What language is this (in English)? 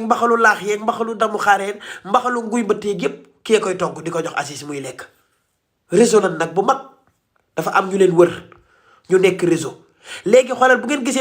Wolof